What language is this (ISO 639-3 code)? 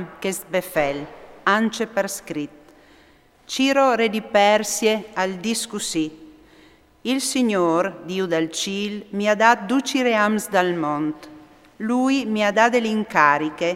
fur